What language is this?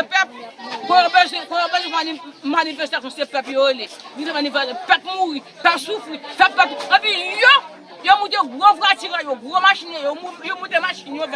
Haitian Creole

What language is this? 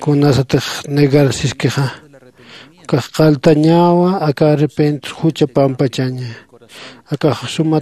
Aymara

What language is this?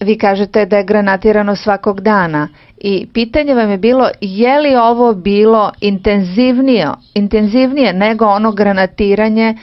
Serbian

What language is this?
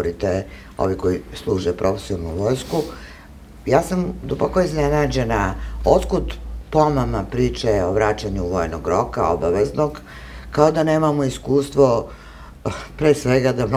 Serbian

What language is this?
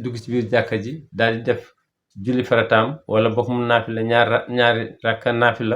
Wolof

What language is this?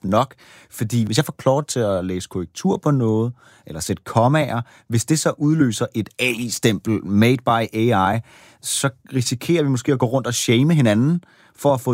Danish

